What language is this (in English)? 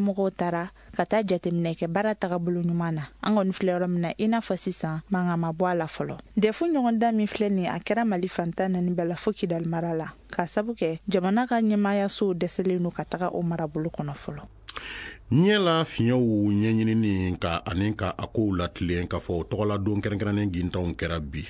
Bambara